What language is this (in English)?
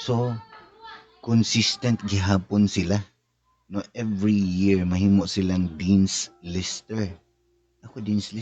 Cebuano